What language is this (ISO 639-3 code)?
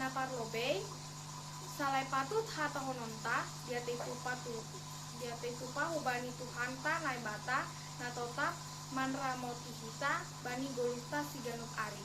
bts